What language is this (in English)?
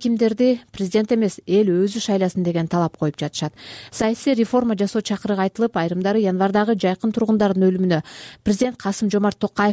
Kyrgyz